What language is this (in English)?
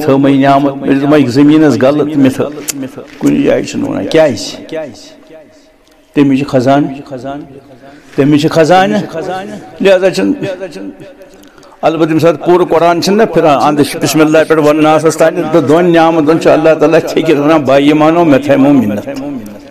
Kashmiri